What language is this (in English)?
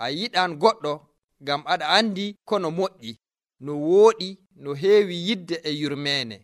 Nigerian Fulfulde